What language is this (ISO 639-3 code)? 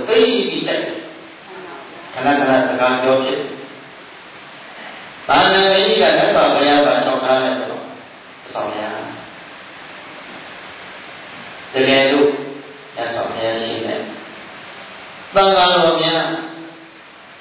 mya